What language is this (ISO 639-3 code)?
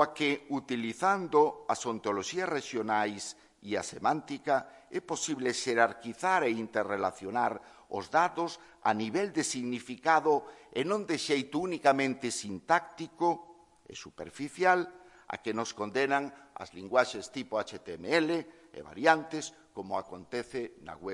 glg